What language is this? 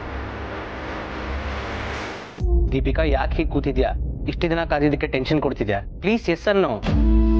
Kannada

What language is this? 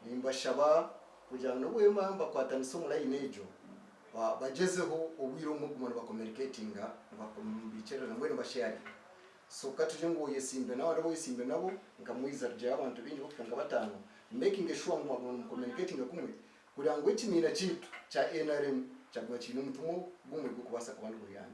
Nyankole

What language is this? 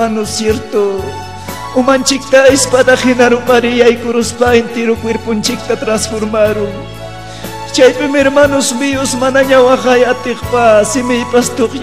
Ayacucho Quechua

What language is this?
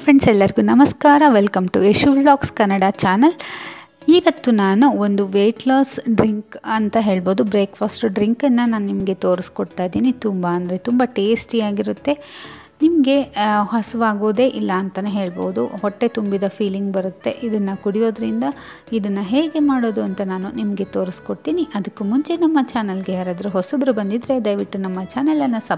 Kannada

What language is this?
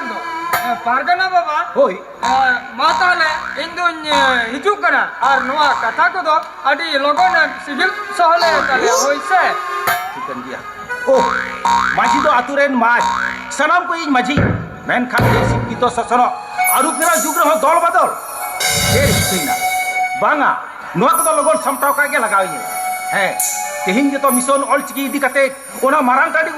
Santali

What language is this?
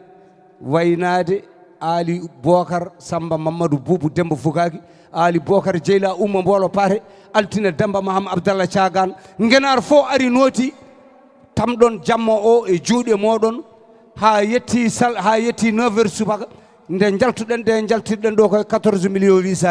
Fula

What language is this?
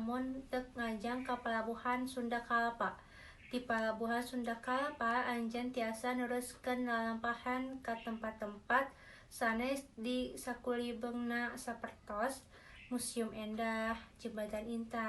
Sundanese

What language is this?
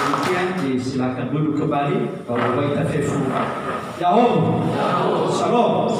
Nias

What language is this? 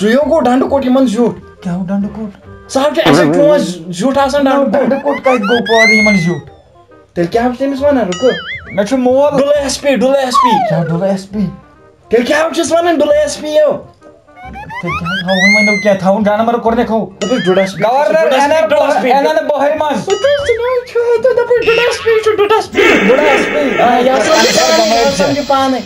Kashmiri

